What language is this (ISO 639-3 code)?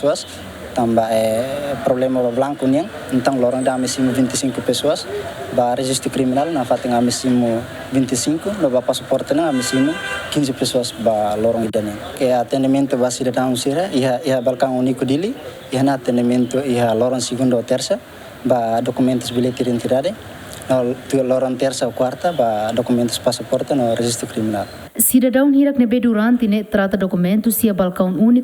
tet